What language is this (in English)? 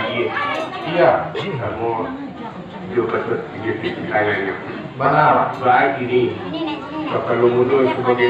Minangkabau